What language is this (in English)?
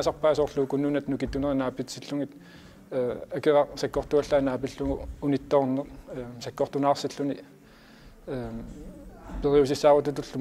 Kalaallisut